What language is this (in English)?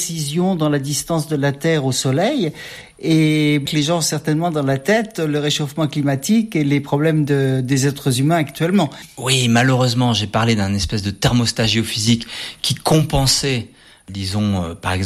French